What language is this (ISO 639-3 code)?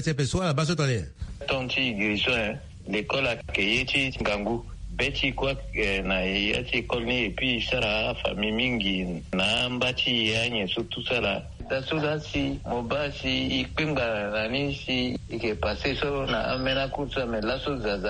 sag